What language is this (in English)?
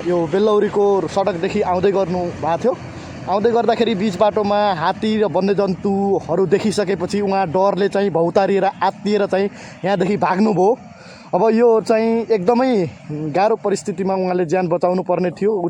Nepali